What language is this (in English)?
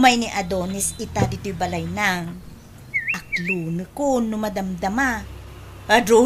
Iloko